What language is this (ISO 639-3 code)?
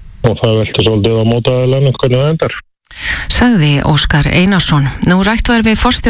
isl